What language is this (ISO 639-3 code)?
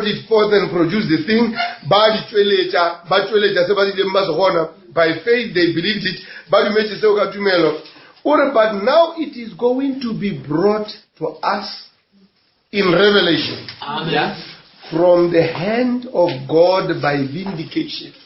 nso